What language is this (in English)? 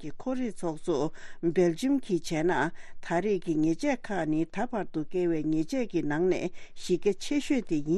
Tibetan